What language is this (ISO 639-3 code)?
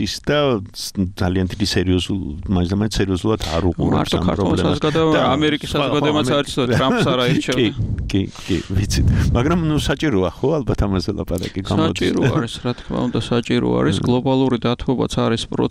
kat